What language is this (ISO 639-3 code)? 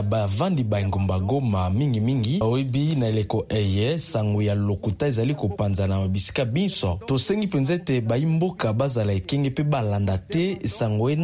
lin